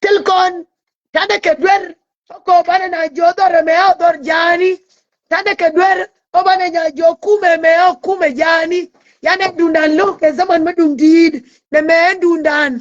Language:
Nuer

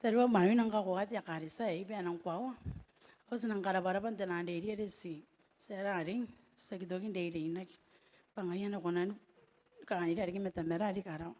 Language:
Gilbertese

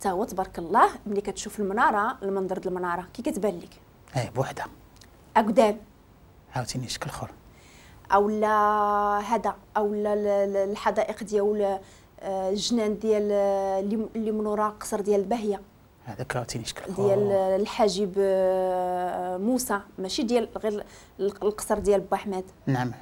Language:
Moroccan Arabic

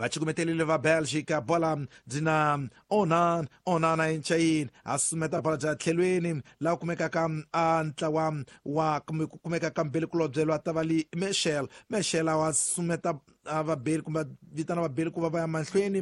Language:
Tsonga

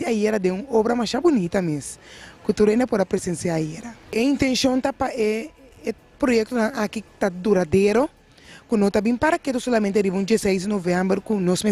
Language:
Papiamento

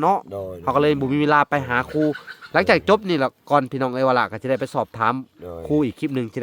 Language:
Lao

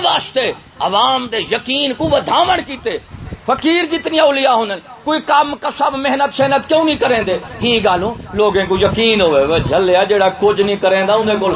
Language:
Saraiki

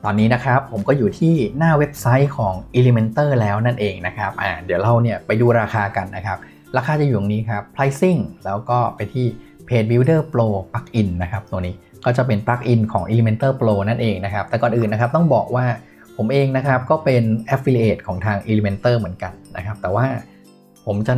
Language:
Thai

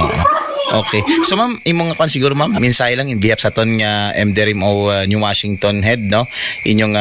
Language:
Aklanon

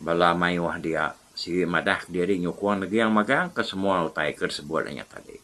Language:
Iban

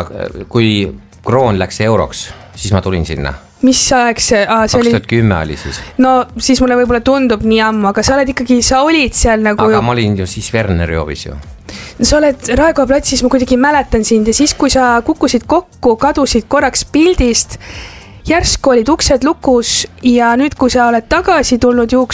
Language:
Estonian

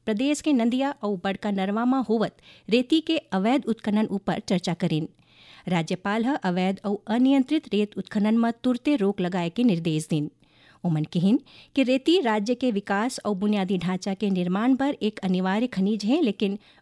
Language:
Chhattisgarhi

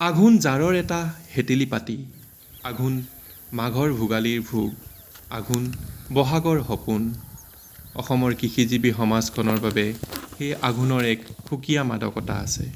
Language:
Assamese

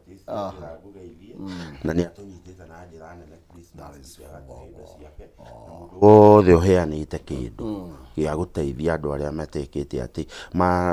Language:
Kikuyu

